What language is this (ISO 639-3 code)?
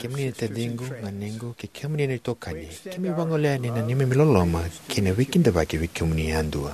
fij